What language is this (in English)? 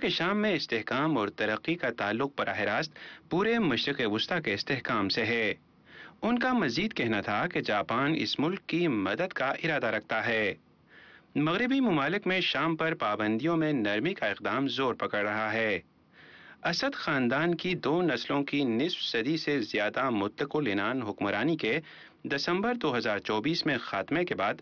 Urdu